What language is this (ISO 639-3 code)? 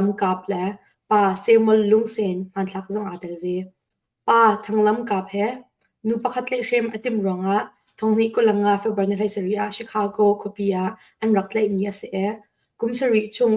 cnh